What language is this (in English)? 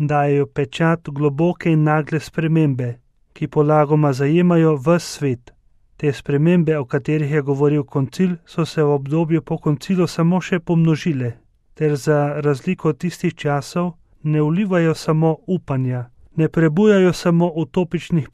Slovenian